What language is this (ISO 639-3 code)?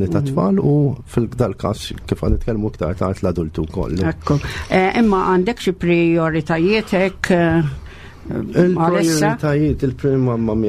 mlt